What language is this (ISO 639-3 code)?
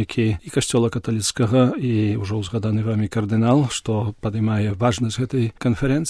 bel